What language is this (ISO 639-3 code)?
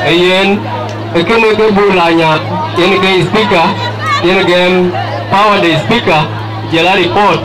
din